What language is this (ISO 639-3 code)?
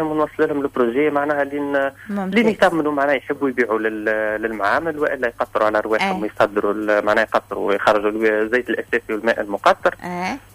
aeb